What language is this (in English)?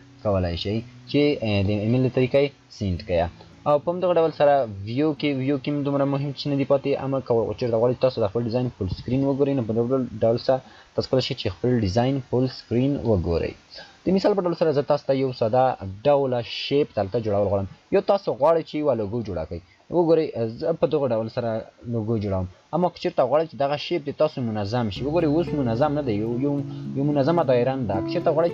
Pashto